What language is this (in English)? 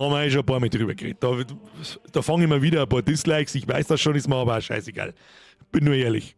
Bavarian